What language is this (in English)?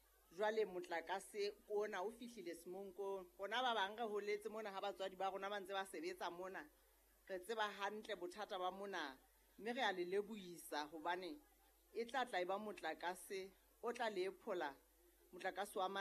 Southern Sotho